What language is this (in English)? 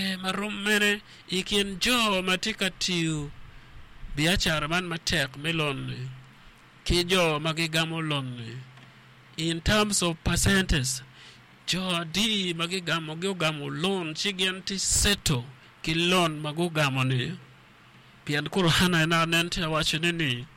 Acoli